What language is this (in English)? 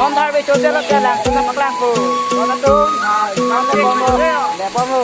Karbi